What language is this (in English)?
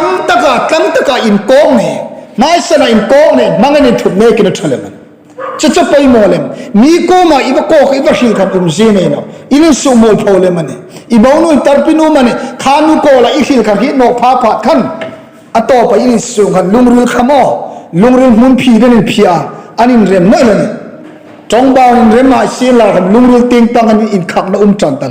Hmar